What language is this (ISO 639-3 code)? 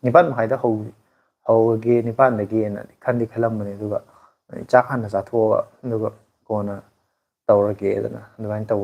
mni